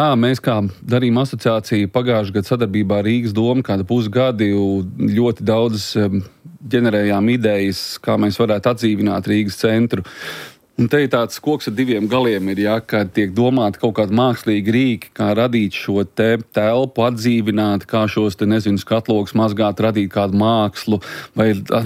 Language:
Latvian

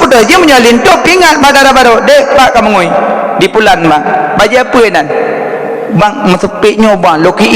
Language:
Achinese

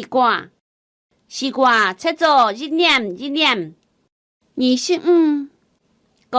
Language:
Hakka Chinese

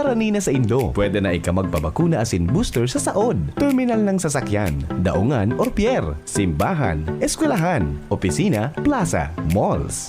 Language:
Bikol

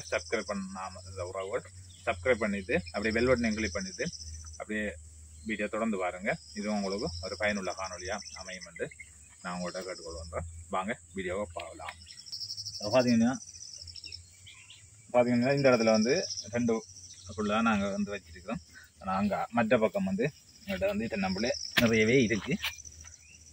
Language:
Tamil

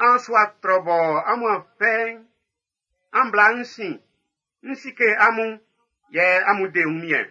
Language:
Baoulé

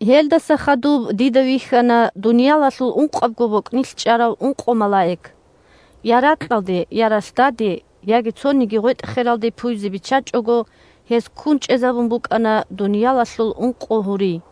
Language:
Avaric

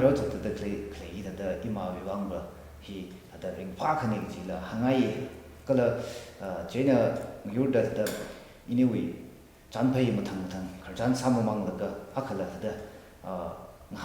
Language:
Tangkhul Naga (India)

